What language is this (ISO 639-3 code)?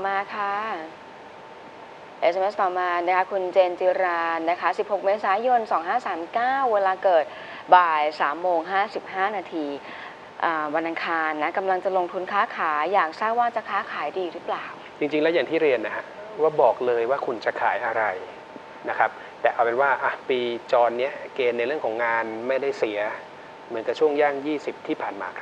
tha